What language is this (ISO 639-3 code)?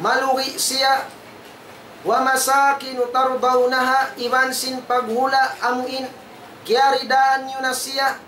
tsg